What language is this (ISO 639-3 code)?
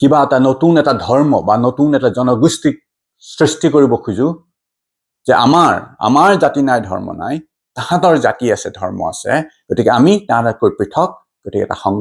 asm